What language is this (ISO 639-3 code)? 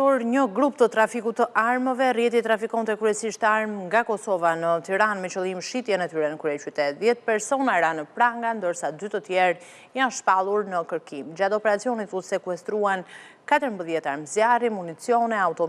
sqi